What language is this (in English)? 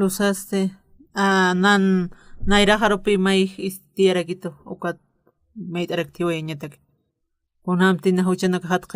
Aymara